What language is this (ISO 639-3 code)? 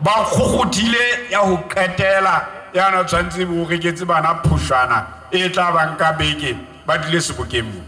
sot